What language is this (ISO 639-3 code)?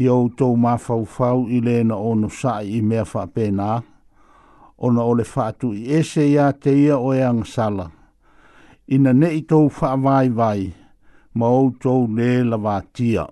smo